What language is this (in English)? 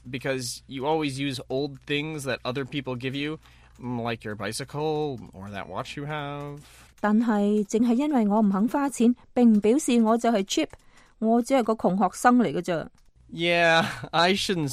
Cantonese